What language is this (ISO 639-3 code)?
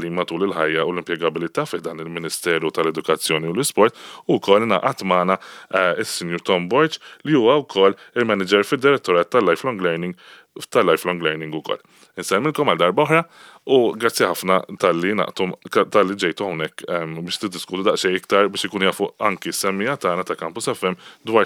mlt